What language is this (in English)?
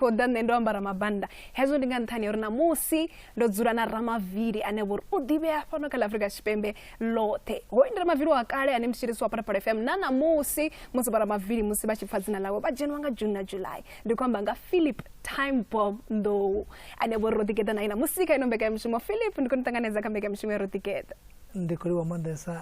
Venda